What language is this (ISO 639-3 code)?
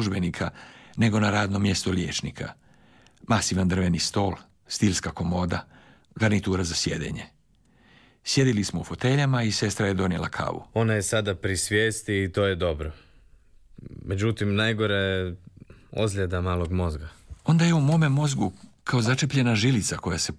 hrv